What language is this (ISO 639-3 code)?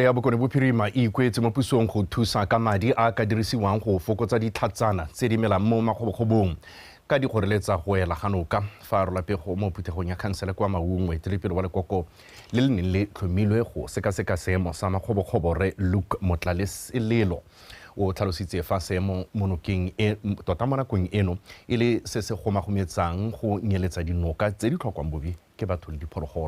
tsn